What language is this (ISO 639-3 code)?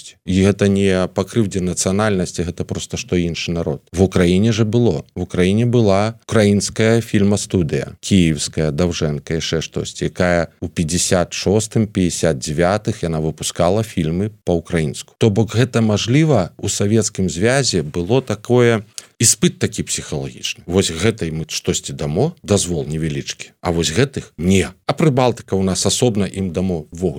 bel